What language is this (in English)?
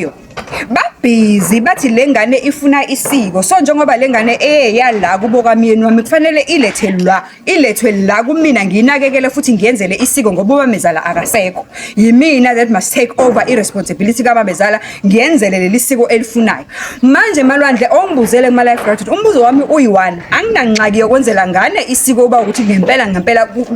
Zulu